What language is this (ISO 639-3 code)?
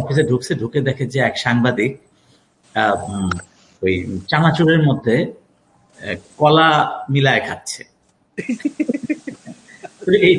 ben